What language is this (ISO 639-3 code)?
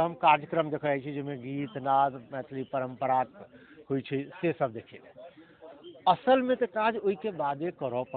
mai